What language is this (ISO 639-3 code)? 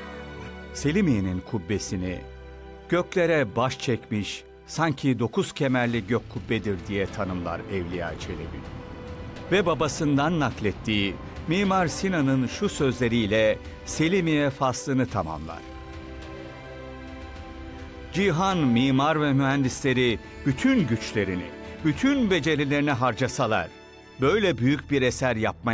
tur